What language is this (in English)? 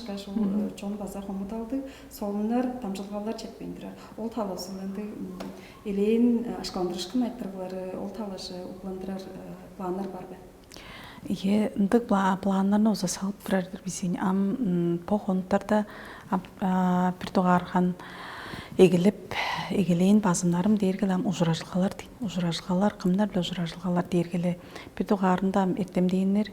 Tuvinian